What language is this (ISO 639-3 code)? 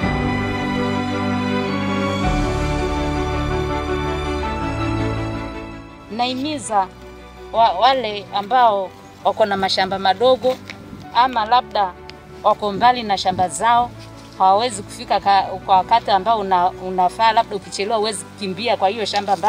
swa